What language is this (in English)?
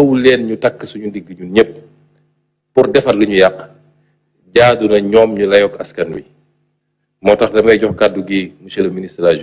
Wolof